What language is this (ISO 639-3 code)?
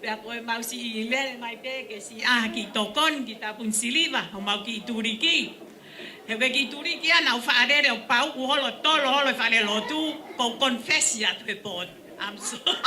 ton